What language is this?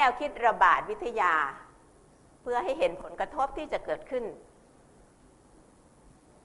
Thai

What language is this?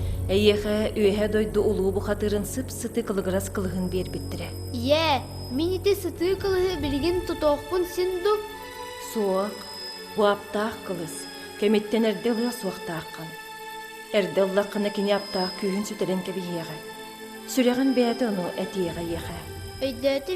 Yakut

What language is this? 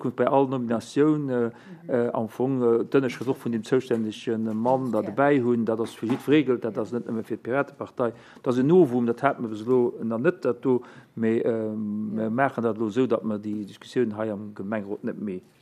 Luxembourgish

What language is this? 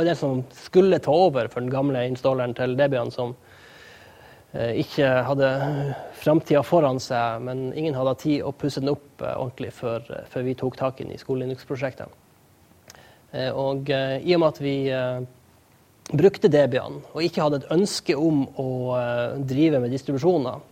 Norwegian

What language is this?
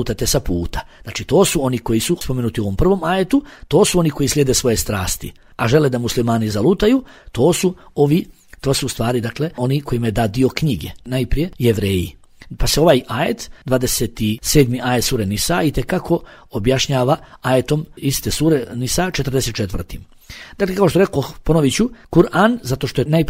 Bosnian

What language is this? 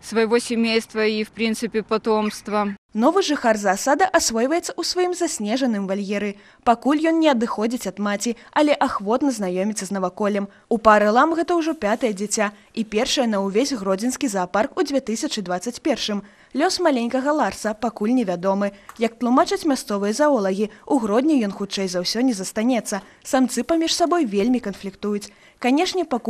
Belarusian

